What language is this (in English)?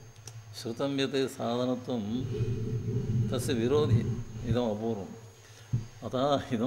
Sanskrit